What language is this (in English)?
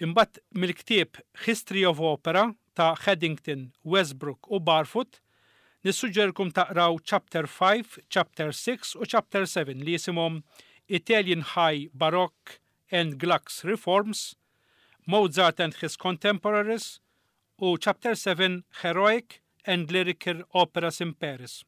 Maltese